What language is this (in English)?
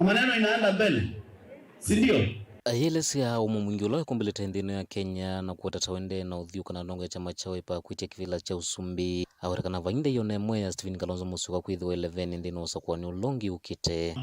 Kamba